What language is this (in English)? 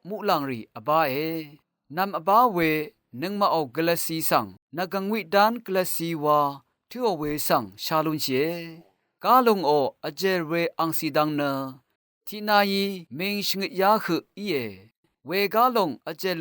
Rawang